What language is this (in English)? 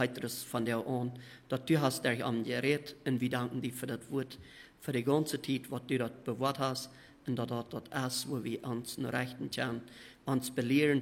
Plautdietsch